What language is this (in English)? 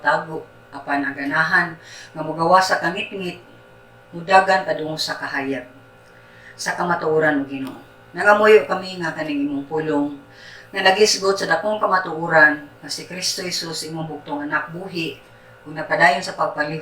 Cebuano